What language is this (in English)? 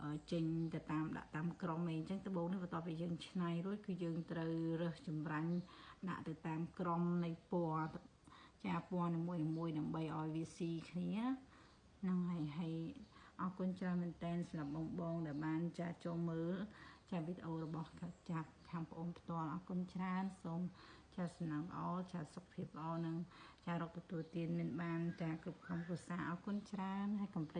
Khmer